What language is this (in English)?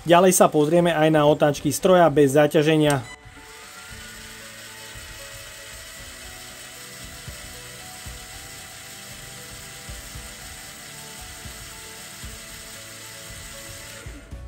Slovak